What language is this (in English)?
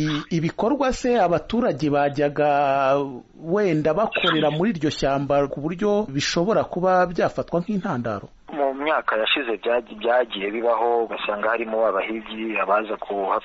Kinyarwanda